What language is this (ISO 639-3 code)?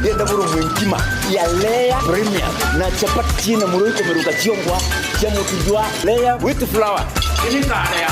mer